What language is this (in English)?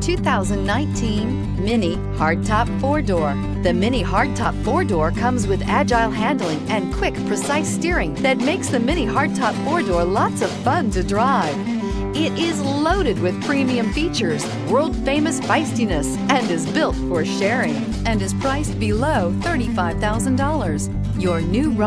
English